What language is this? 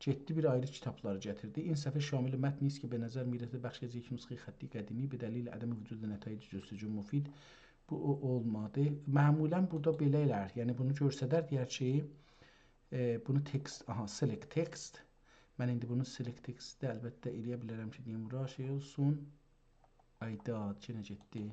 South Azerbaijani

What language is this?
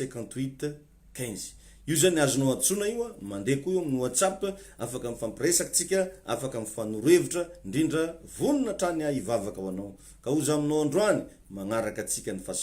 Malagasy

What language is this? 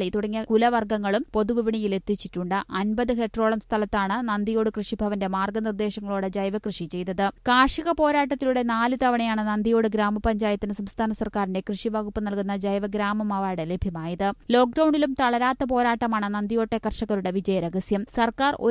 Malayalam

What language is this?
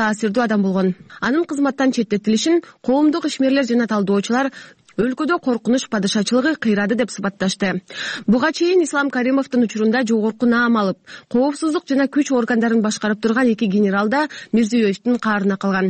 Kyrgyz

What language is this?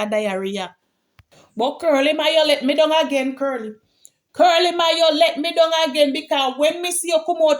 Jamaican Creole English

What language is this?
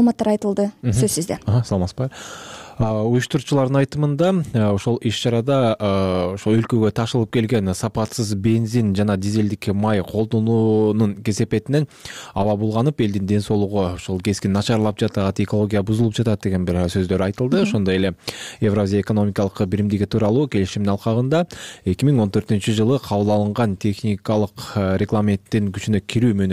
Kyrgyz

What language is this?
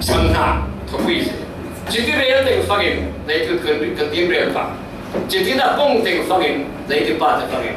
Falam Chin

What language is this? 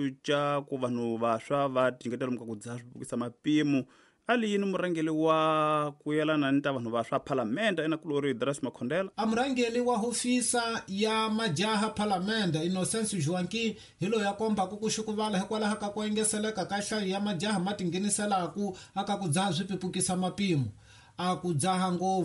Tsonga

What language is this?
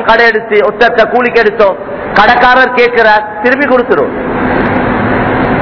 Tamil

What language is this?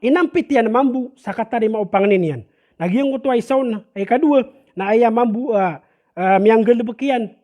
Maranao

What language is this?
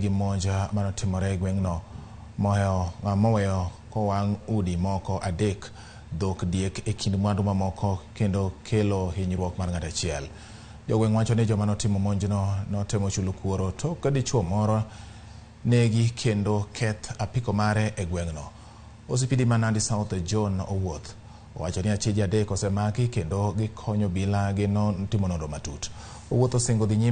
Luo (Kenya and Tanzania)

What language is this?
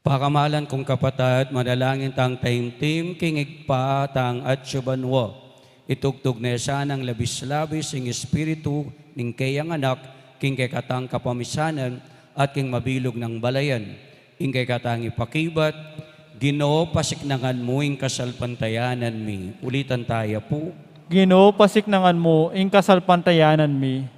Pampanga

